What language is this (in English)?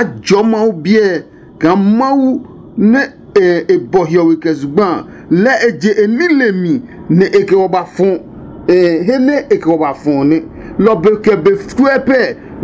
Adangme